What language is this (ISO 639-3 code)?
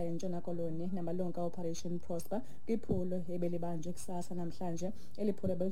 xho